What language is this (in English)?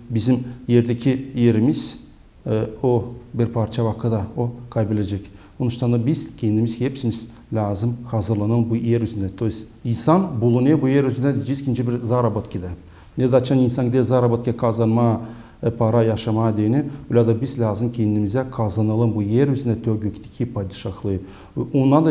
Gagauz